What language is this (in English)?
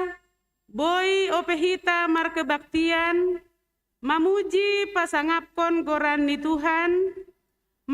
Batak Simalungun